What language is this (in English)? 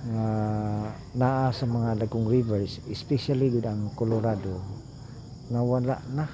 Cebuano